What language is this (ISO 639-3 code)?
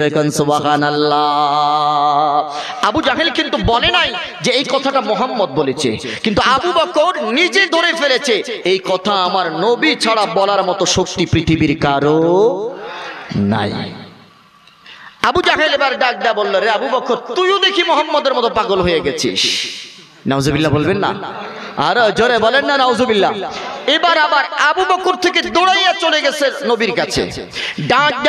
ben